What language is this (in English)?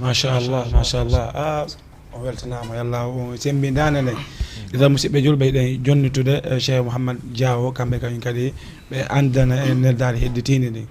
Fula